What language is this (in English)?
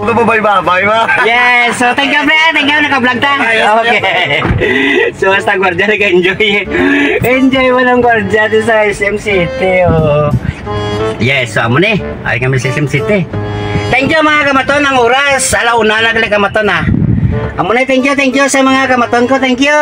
Hiligaynon